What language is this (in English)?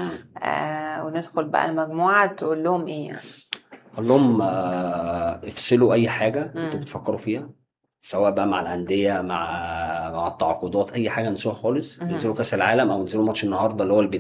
Egyptian Arabic